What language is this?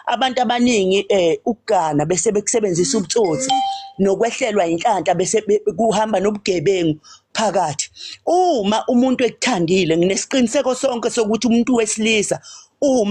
Zulu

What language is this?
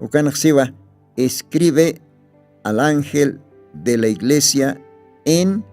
Aymara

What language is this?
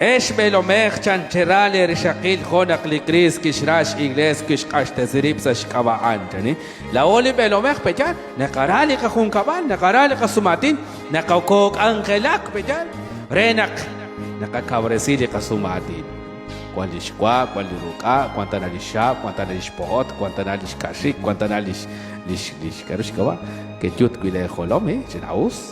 Kekchí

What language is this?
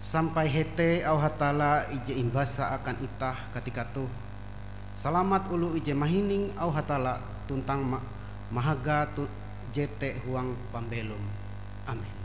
Ngaju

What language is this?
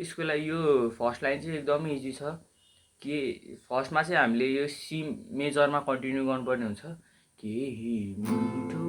Nepali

